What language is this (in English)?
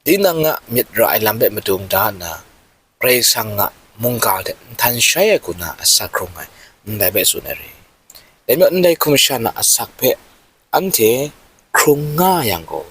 Kachin